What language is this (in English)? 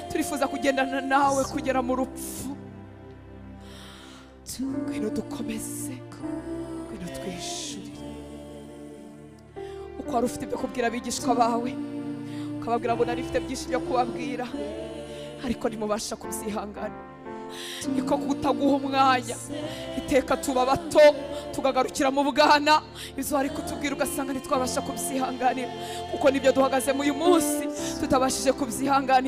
Kinyarwanda